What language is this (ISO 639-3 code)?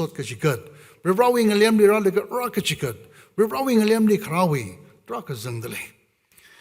nmf